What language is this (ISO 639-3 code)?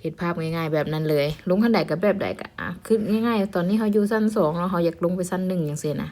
lao